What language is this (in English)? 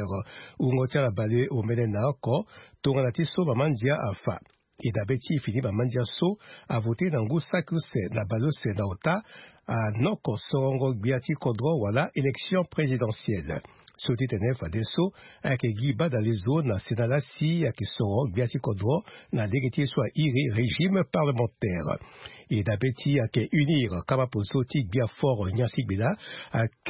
Sango